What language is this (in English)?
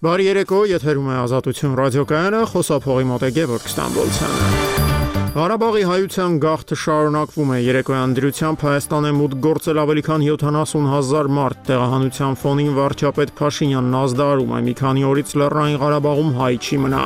Armenian